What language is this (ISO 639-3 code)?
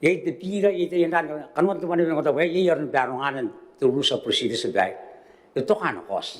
gil